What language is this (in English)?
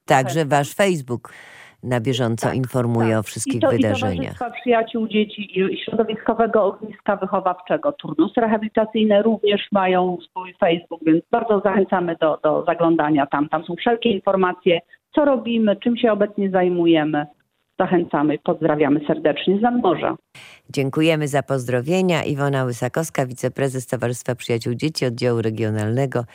Polish